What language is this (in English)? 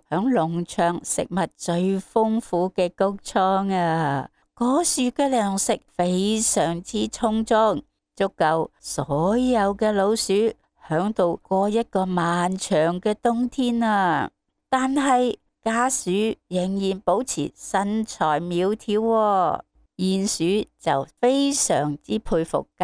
Cantonese